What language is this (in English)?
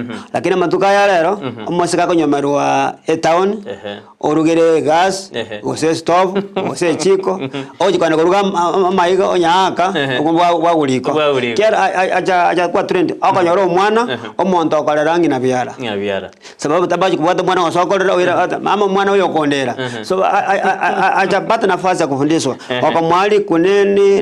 Gusii